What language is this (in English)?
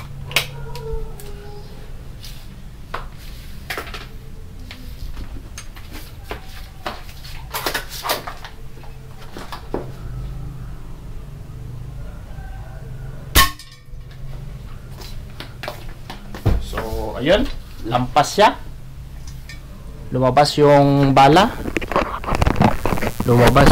Filipino